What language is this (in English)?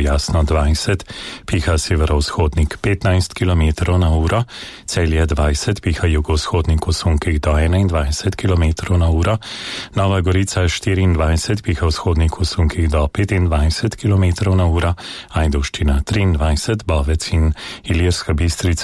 Slovenian